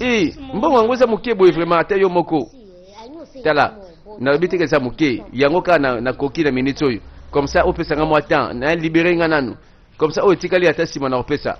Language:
Lingala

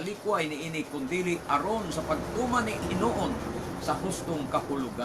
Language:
Cebuano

